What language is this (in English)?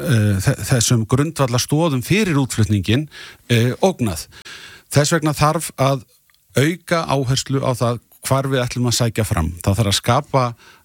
Icelandic